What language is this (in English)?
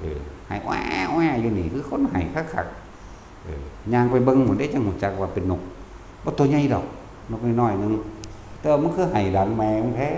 Northeastern Thai